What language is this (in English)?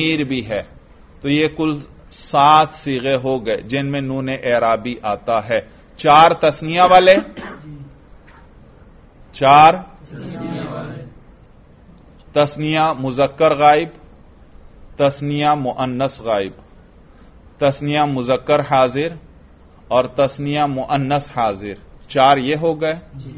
Urdu